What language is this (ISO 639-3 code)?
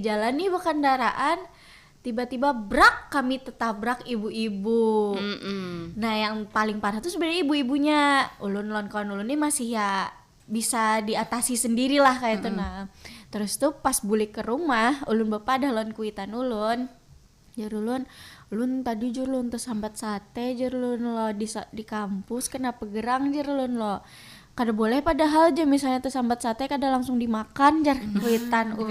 bjn